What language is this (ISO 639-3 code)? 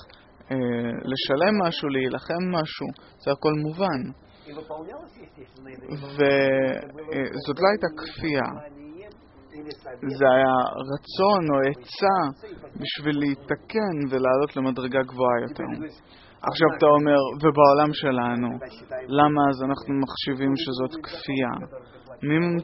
heb